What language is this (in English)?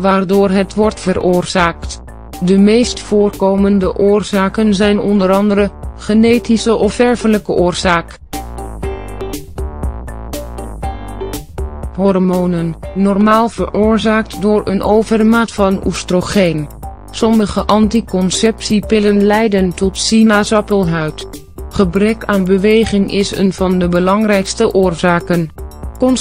Dutch